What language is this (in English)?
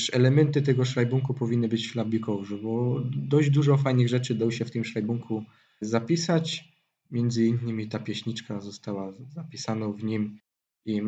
Silesian